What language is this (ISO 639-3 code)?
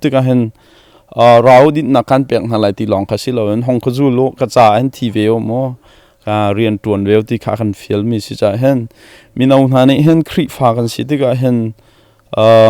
cnh